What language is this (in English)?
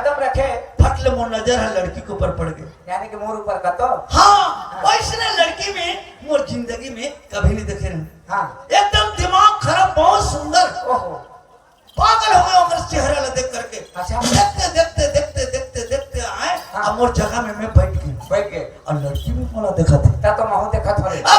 Chhattisgarhi